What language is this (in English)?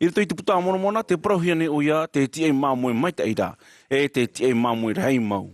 Tahitian